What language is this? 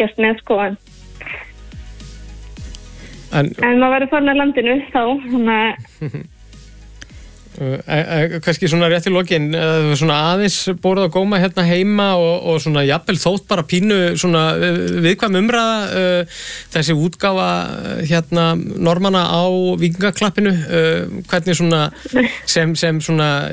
Icelandic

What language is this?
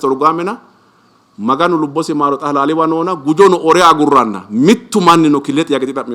Sidamo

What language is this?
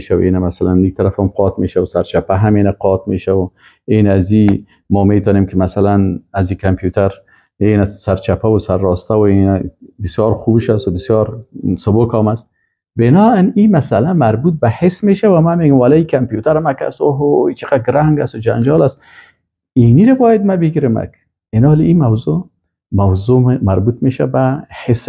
Persian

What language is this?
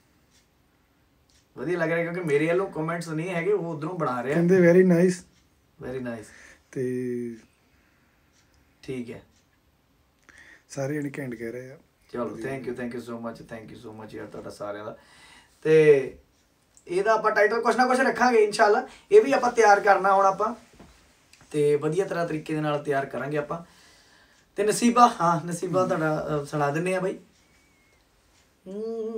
Punjabi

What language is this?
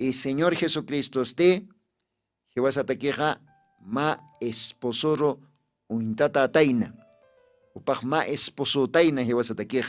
Aymara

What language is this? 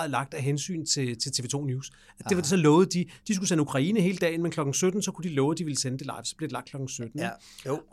Danish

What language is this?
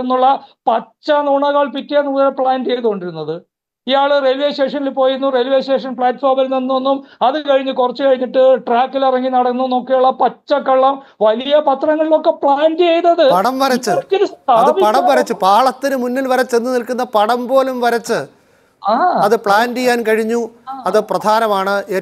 Malayalam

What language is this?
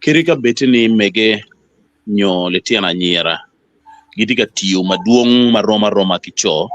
Acoli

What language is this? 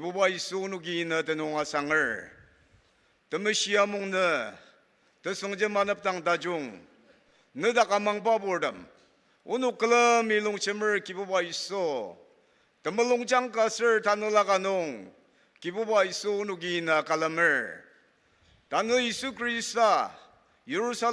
Ao Naga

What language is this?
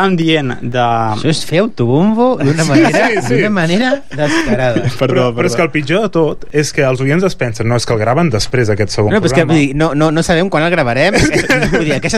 Catalan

